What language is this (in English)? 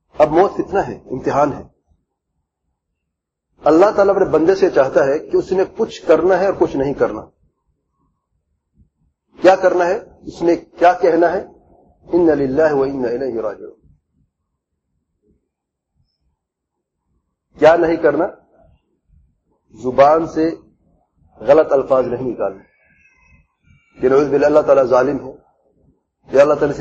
Urdu